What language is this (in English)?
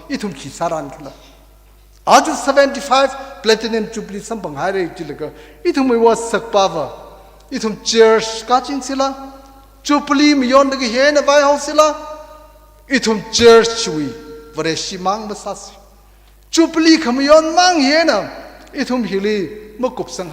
Tangkhul Naga (India)